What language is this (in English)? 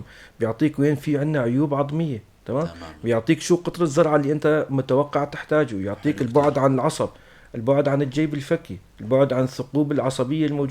North Levantine Arabic